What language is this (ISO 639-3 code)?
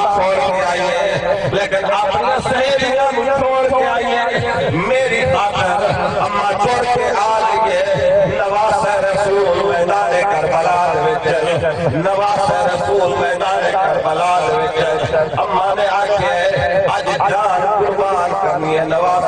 skr